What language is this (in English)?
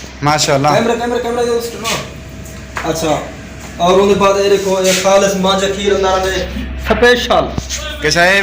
Saraiki